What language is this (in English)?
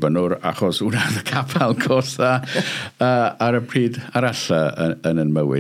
Welsh